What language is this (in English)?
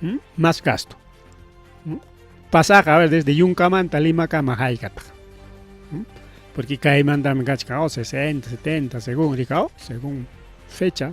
Ayacucho Quechua